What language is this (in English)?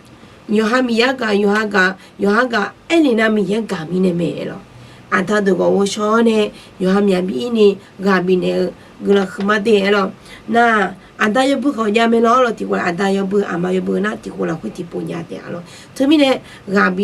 Akha